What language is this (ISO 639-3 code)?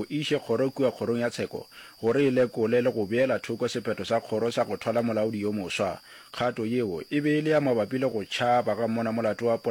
nso